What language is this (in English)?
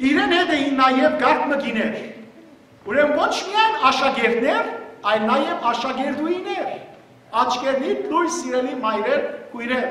Western Armenian